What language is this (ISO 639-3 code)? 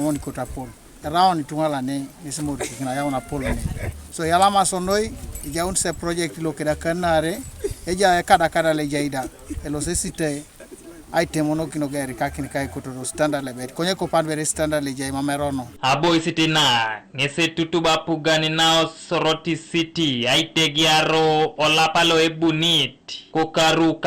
teo